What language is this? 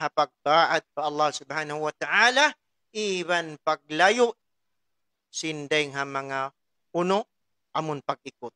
Tausug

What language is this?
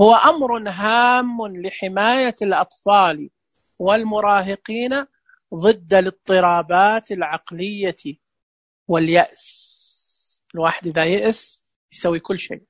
Najdi Arabic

